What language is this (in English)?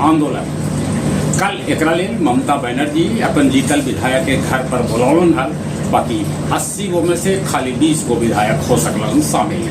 Magahi